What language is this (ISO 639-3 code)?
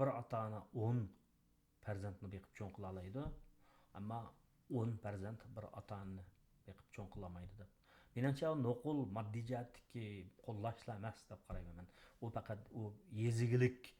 uig